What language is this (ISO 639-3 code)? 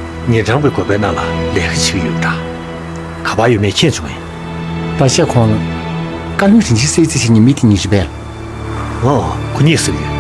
bod